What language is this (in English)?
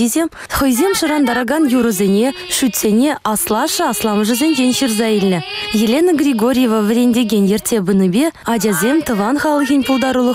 Chuvash